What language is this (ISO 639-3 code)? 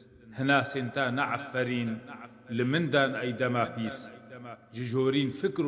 kur